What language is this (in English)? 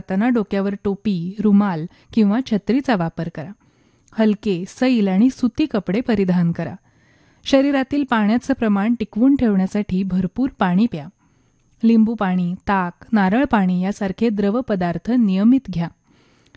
Marathi